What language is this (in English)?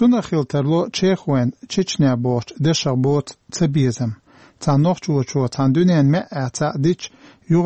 Chechen